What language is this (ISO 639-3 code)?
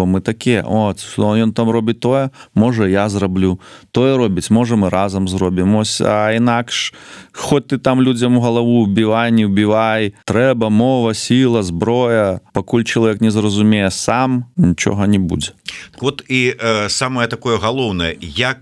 bel